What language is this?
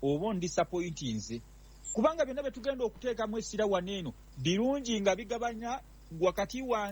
Ganda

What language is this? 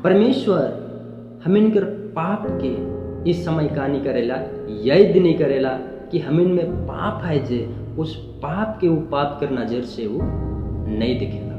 Sadri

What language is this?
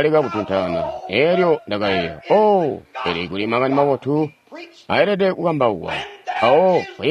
Tonga (Zambia)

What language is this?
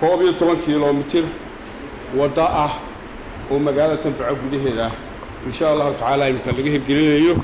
Somali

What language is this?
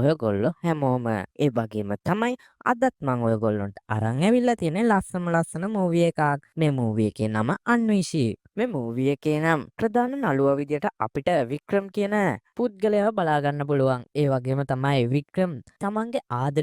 Sinhala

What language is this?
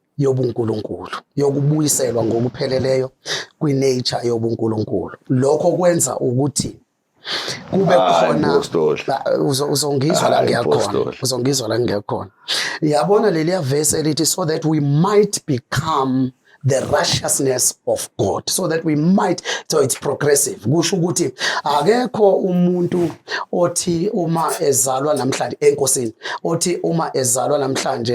Zulu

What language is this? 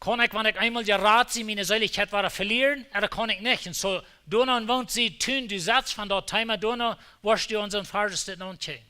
Plautdietsch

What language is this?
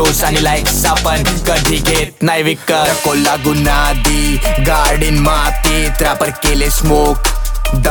Marathi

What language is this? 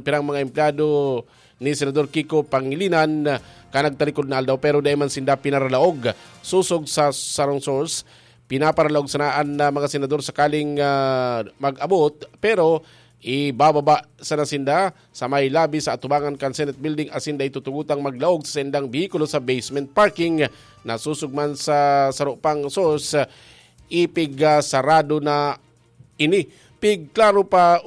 Bikol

